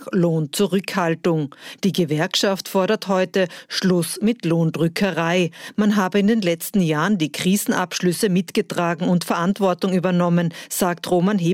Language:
German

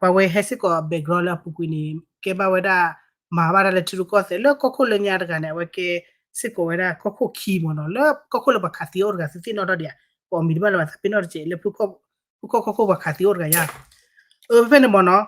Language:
S'gaw Karen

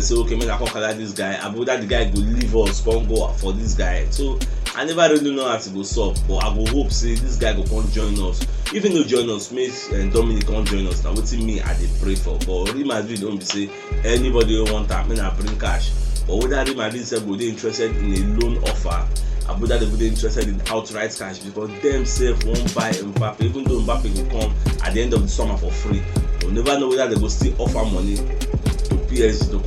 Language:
Nigerian Pidgin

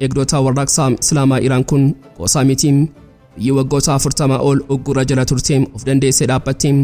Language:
Oromo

